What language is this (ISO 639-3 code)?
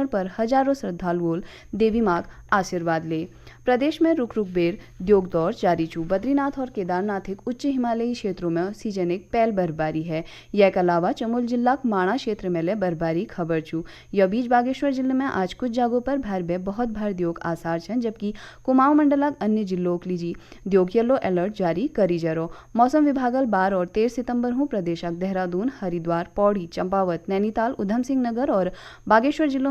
gbm